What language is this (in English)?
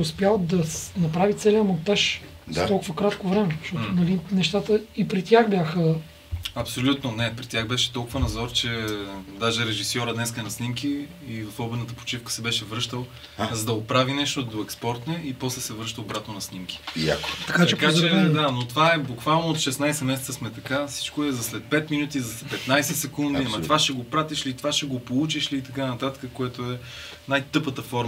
Bulgarian